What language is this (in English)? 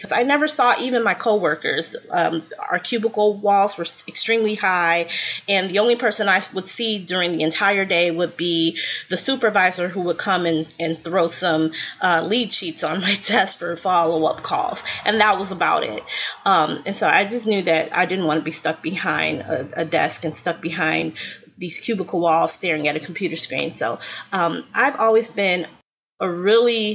English